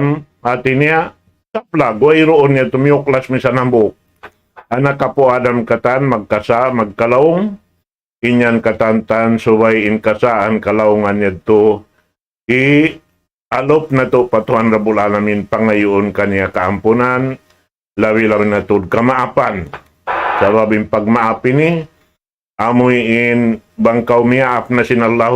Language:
Tausug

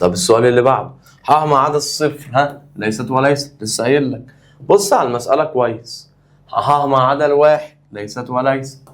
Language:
Egyptian Arabic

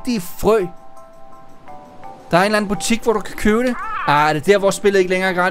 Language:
Danish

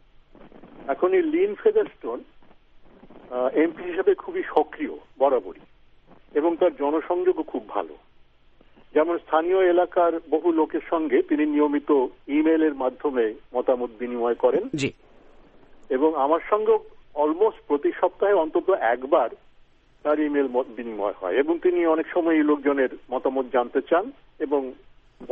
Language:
Bangla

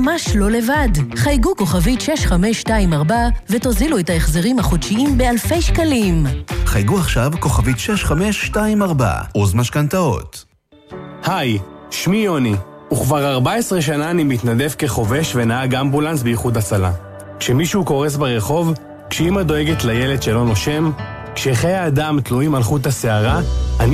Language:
Hebrew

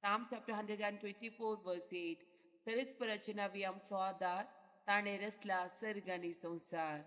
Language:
Konkani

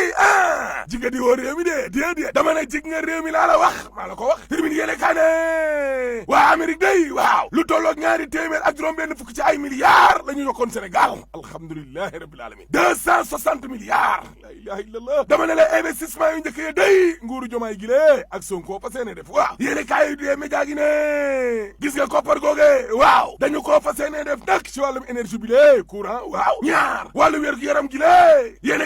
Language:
Wolof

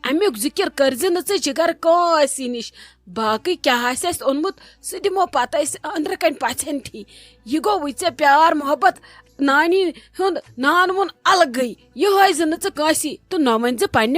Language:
Kashmiri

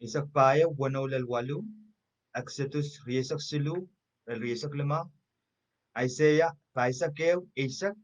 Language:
Pohnpeian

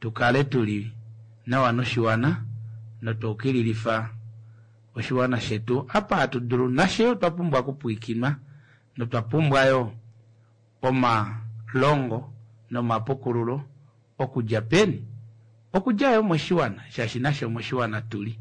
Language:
Kuanyama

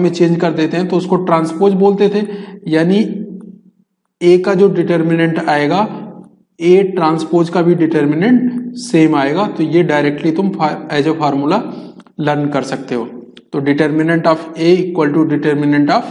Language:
Hindi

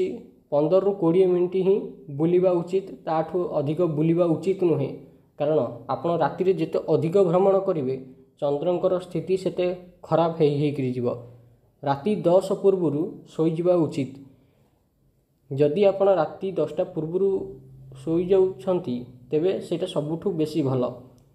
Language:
Odia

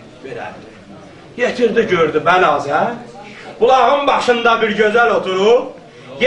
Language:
South Azerbaijani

